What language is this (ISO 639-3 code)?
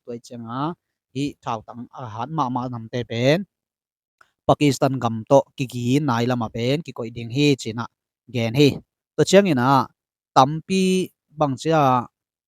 ctd